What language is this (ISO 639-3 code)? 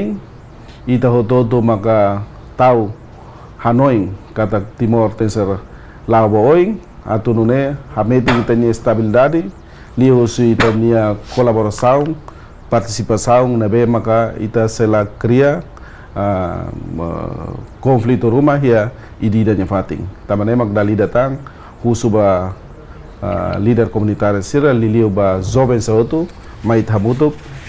tet